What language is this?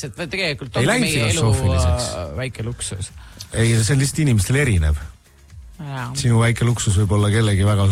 Estonian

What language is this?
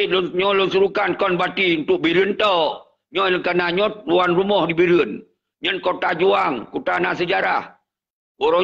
Achinese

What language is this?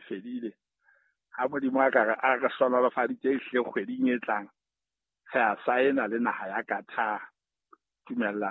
Southern Sotho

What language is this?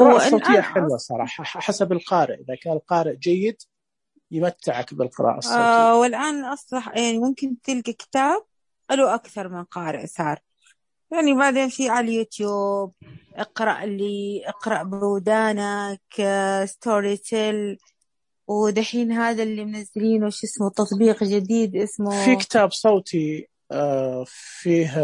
Najdi Arabic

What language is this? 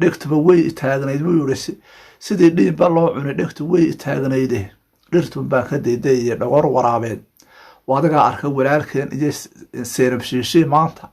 Somali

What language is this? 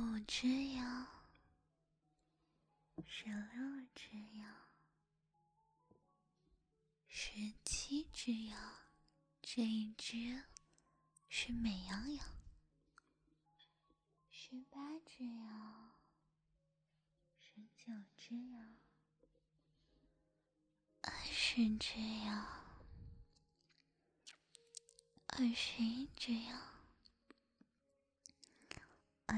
Chinese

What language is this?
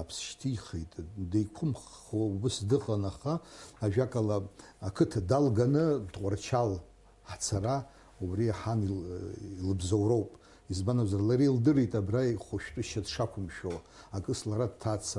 Abkhazian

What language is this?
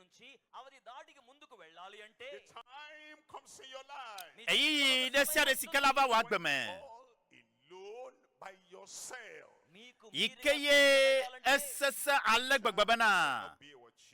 Ewe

